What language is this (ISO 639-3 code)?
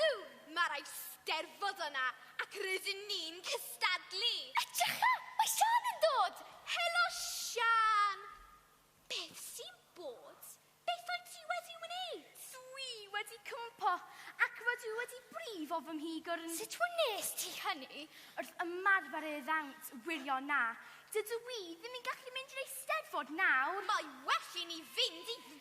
cym